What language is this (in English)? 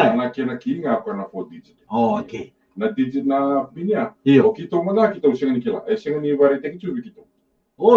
Fijian